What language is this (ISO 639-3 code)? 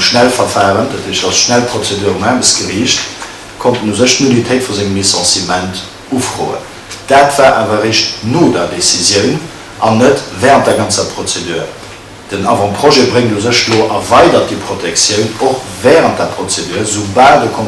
ltz